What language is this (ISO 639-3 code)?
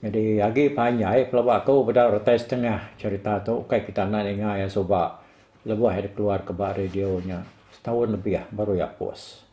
iba